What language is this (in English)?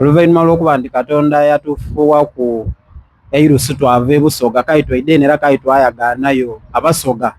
Soga